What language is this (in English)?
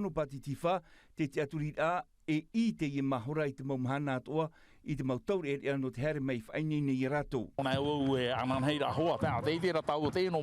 Tahitian